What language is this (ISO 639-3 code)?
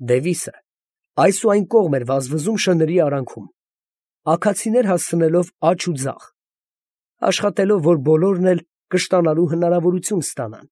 hye